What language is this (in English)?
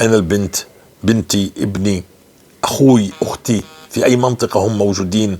North Levantine Arabic